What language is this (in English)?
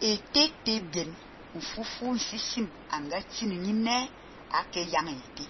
Fang